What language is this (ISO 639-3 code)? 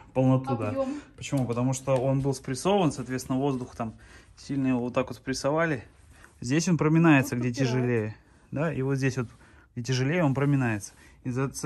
rus